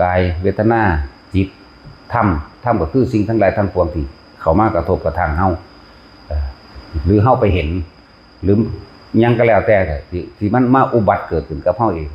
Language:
Northeastern Thai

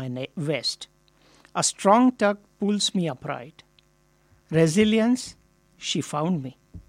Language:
Marathi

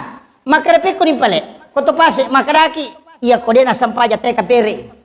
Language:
Buginese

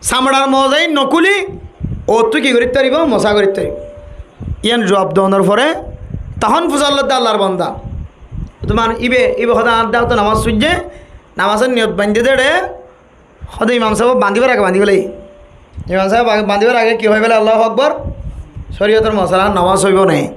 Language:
Rohingya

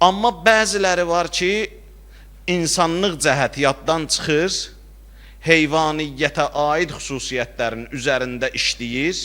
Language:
Azerbaijani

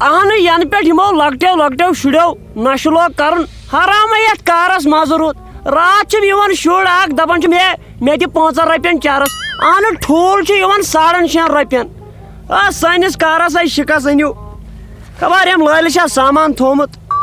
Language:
Kashmiri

